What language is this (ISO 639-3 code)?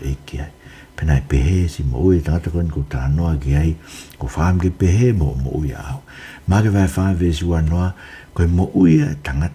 ton